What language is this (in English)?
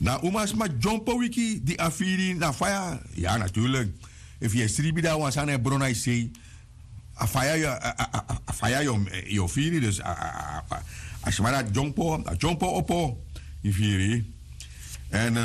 Sranan Tongo